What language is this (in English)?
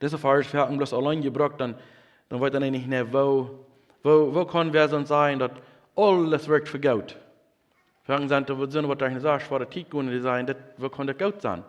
Plautdietsch